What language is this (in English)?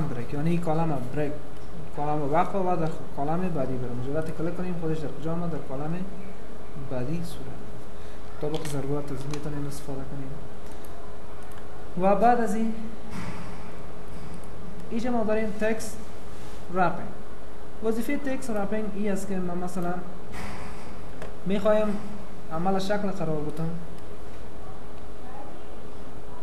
Persian